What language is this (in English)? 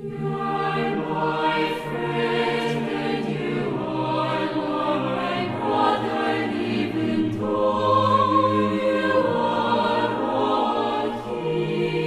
Aymara